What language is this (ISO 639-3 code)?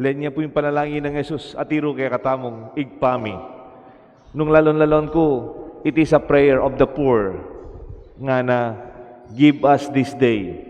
pam